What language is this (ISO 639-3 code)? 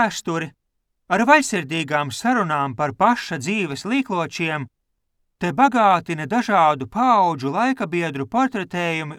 lav